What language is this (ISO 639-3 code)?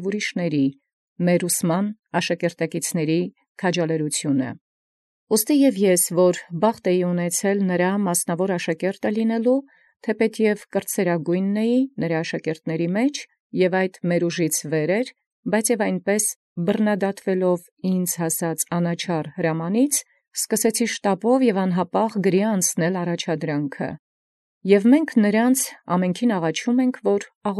hye